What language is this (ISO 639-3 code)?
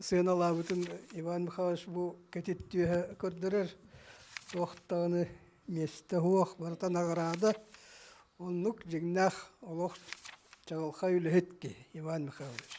sah